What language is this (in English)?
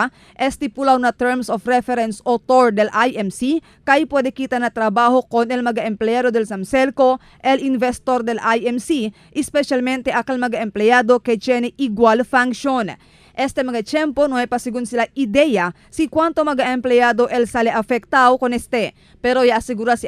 Chavacano